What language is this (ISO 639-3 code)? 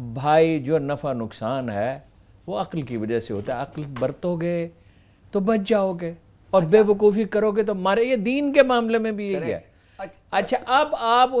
urd